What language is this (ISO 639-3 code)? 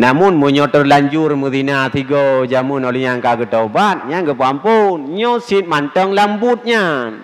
ace